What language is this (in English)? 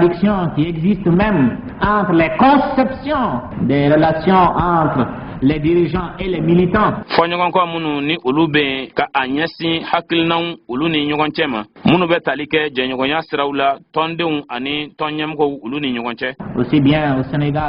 Bambara